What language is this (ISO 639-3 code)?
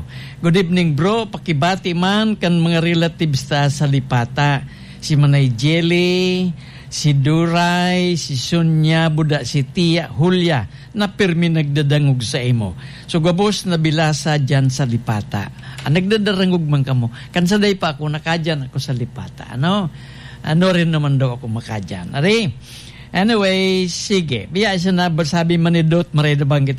bik